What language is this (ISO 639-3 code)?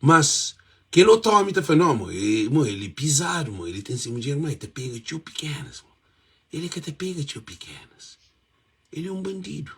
kea